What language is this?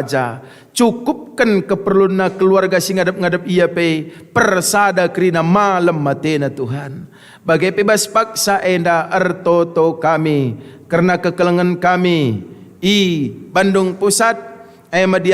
Batak Karo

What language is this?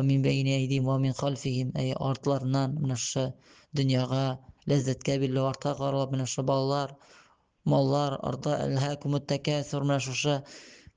Tatar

